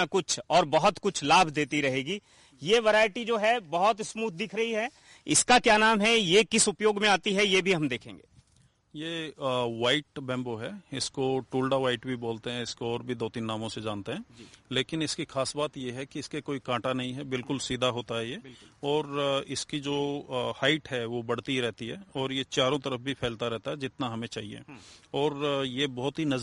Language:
Hindi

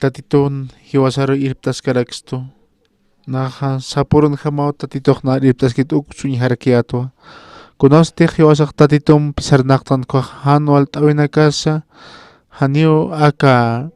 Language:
Aymara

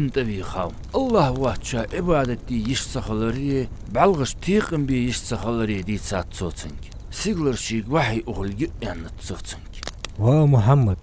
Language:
Ingush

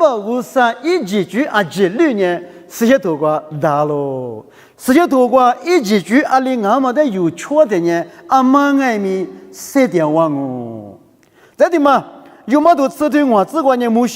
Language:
Lisu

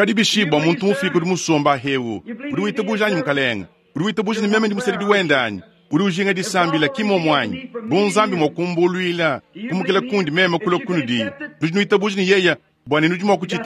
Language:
Luba-Lulua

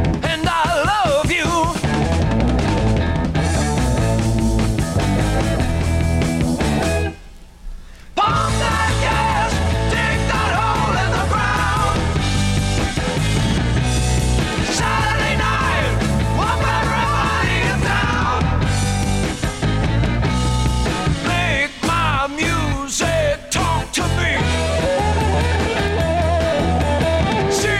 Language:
English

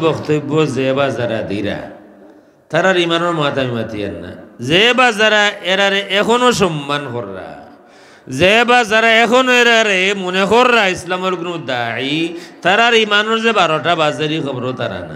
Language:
Sylheti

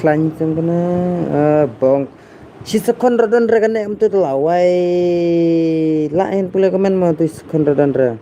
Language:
Khasi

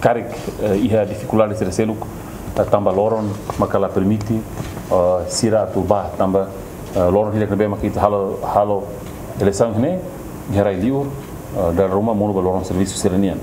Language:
Tetum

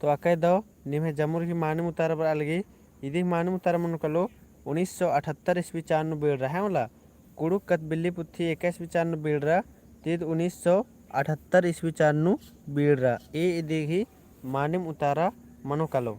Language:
Kurukh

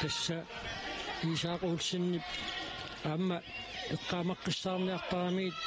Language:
Kalaallisut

